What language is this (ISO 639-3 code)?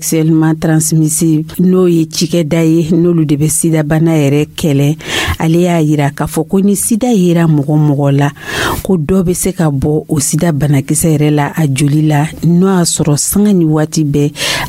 dyu